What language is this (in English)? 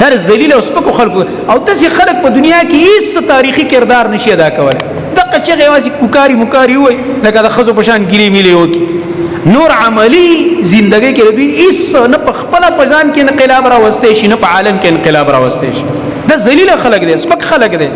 Pashto